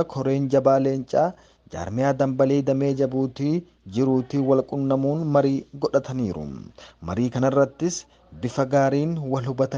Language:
Oromo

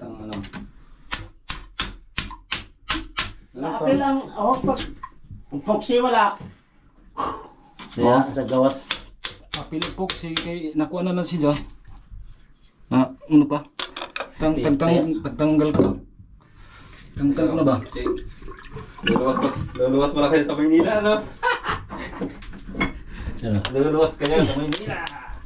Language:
Filipino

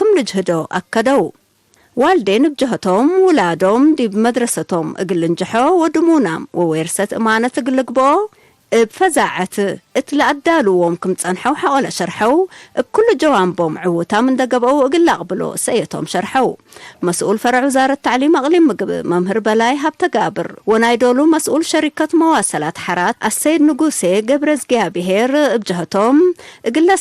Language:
Tigre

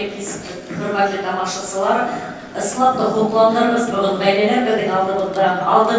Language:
Bashkir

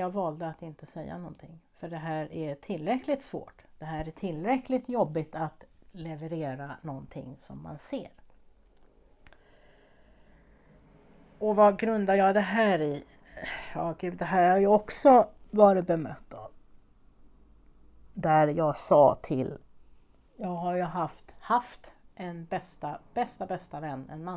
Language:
Swedish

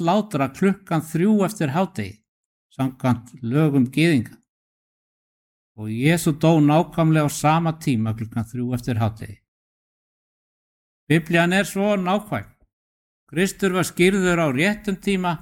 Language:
Icelandic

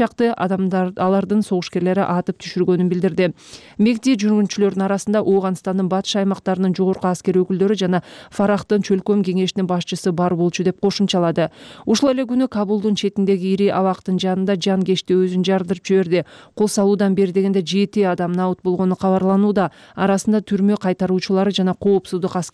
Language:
Kyrgyz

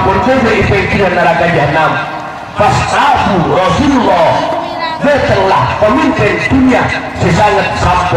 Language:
Madurese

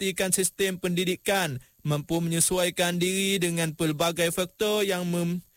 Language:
Malay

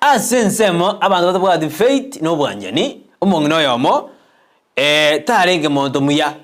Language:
Gusii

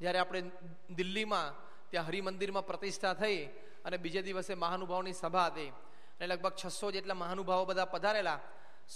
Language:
Gujarati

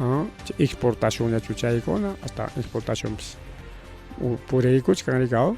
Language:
Ayacucho Quechua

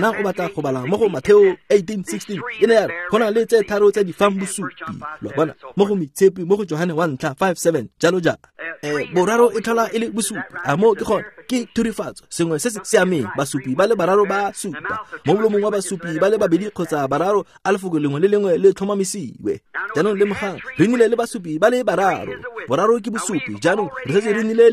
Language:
Tswana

